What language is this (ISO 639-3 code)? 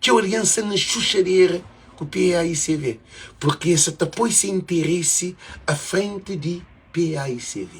kea